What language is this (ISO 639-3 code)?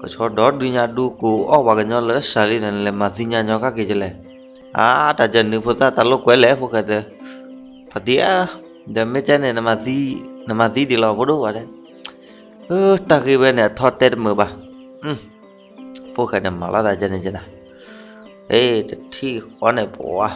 ksw